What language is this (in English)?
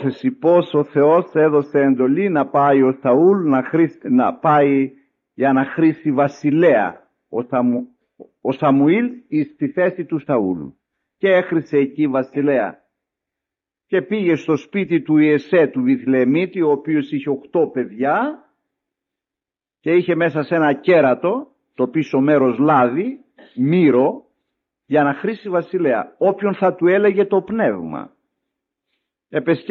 Greek